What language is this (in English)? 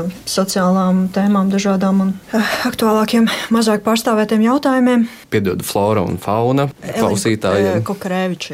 Latvian